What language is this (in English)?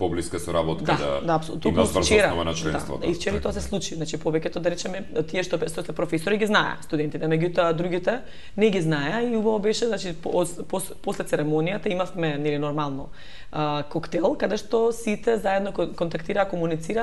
Macedonian